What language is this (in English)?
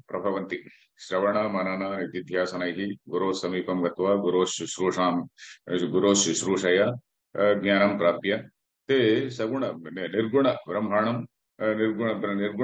Sanskrit